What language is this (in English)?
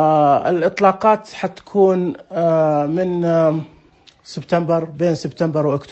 Najdi Arabic